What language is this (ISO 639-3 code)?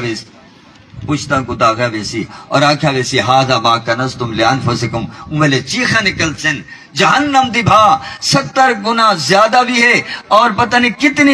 skr